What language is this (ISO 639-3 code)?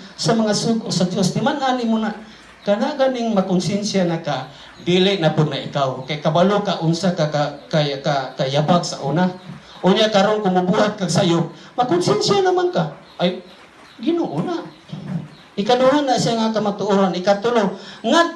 ceb